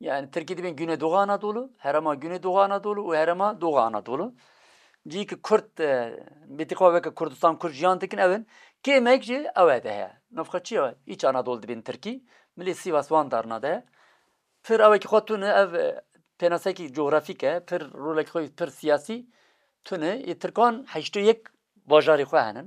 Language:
Kurdish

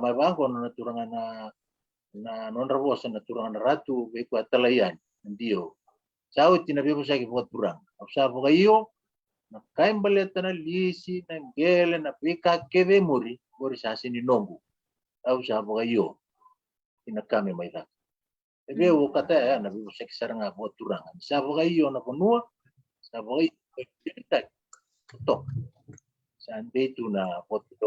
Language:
Fijian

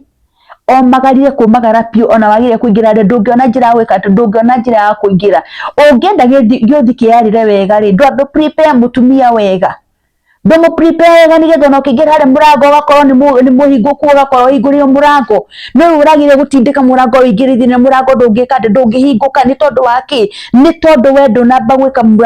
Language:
Kikuyu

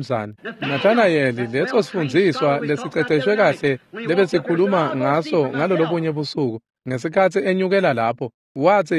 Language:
Swati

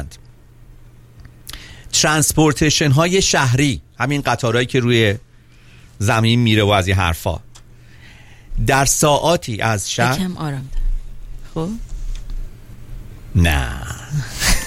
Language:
Persian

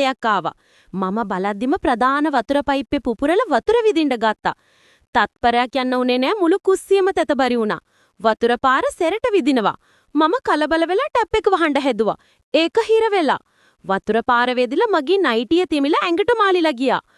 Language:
Sinhala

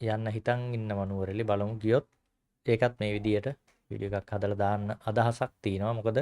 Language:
Sinhala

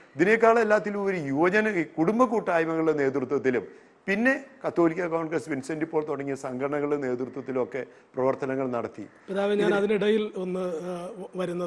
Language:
Malayalam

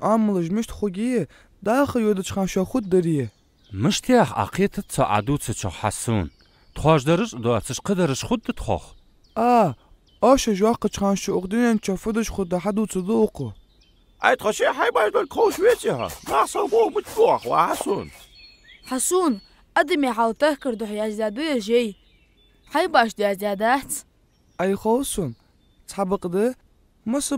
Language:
Ingush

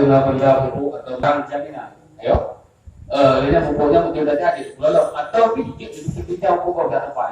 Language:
Achinese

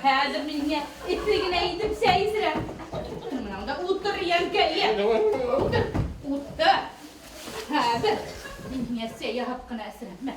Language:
Bashkir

